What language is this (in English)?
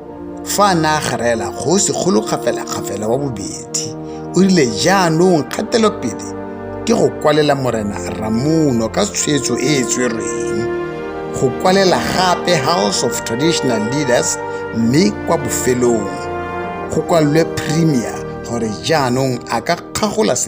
Tswana